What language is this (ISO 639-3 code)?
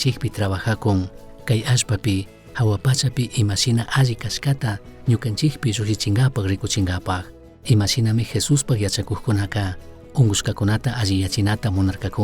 qug